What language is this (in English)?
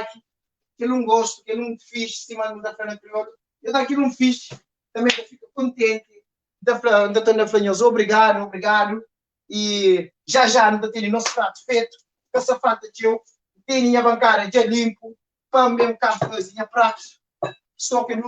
Kabuverdianu